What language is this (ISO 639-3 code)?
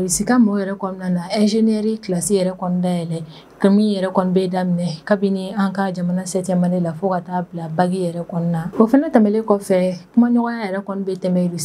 bam